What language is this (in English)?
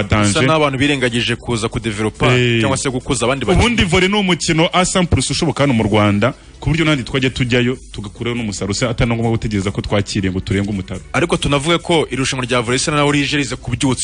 Kinyarwanda